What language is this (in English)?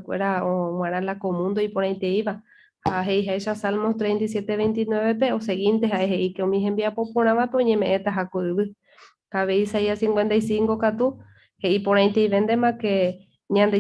Guarani